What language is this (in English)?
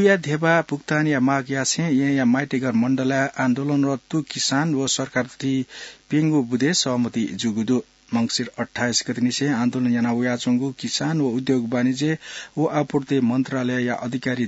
Newari